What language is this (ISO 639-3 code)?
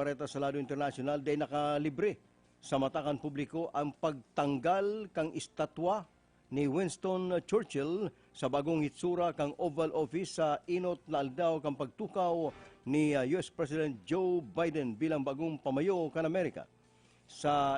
bik